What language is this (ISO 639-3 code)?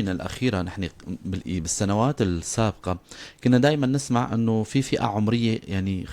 apc